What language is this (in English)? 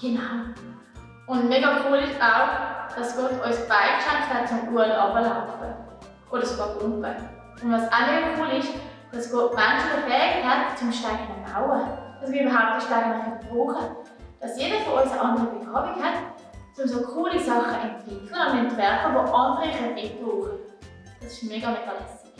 Swiss German